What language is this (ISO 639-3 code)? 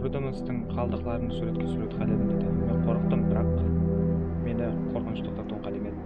kaa